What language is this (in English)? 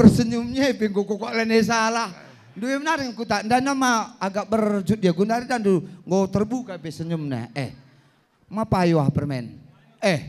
Batak Karo